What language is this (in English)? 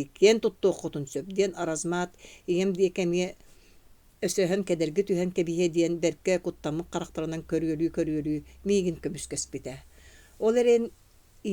Yakut